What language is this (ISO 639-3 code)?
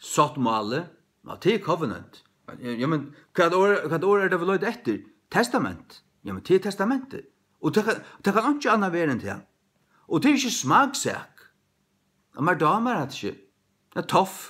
fao